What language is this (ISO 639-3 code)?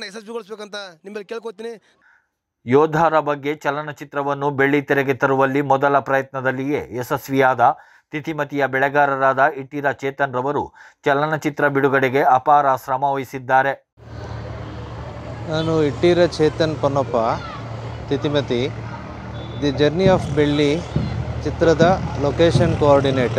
kan